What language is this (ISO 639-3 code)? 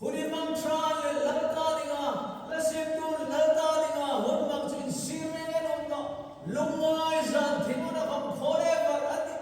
hmr